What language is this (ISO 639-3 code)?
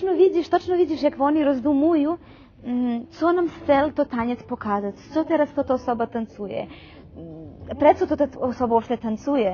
rue